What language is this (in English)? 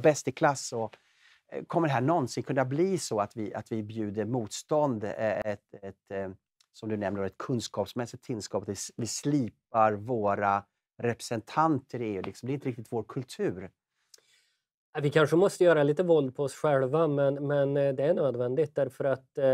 Swedish